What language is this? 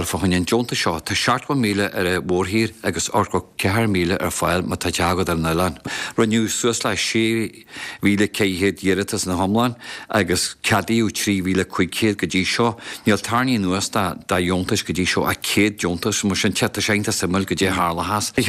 Irish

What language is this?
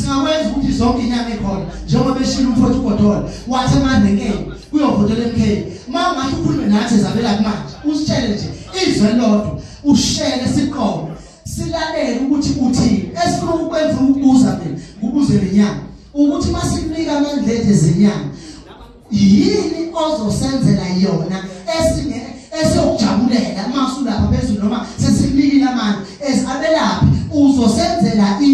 Zulu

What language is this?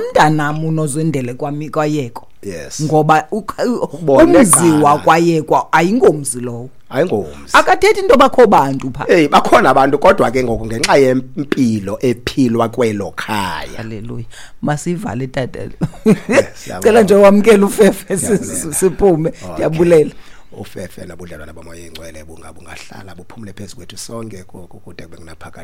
Xhosa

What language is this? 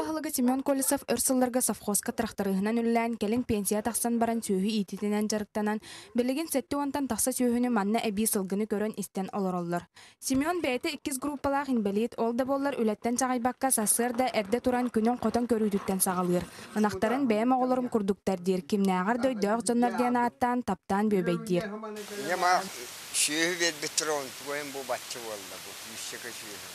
Yakut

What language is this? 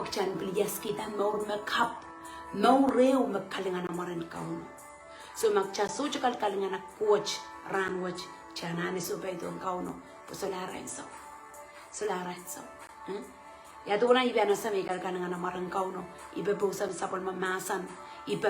Pohnpeian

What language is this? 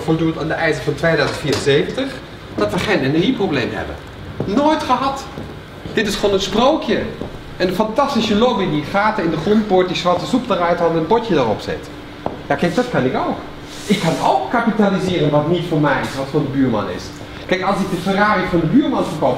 Dutch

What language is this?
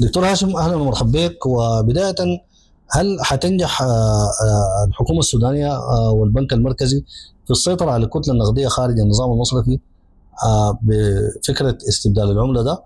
Sudanese Arabic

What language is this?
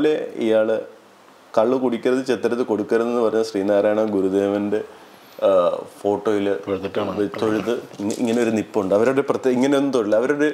Malayalam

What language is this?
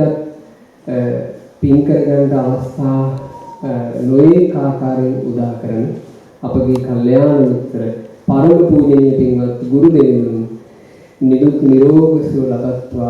Sinhala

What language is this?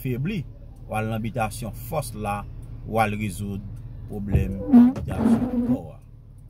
Haitian Creole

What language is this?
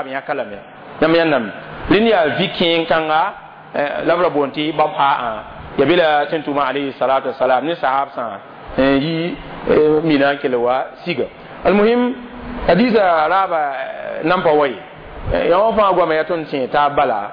Mossi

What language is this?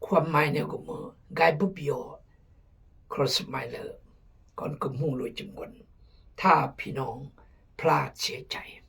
Khmu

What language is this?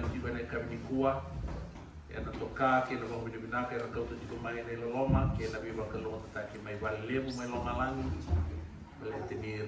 Fijian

